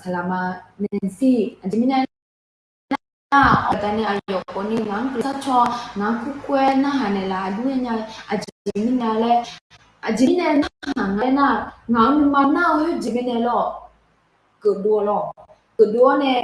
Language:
Akha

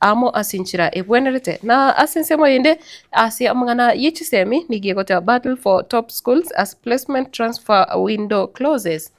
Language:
Gusii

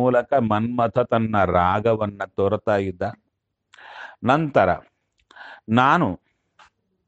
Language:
Kannada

